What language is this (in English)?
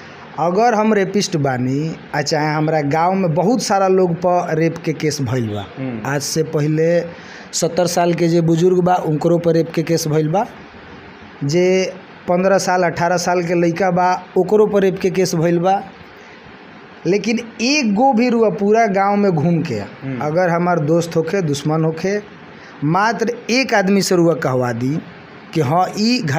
Bhojpuri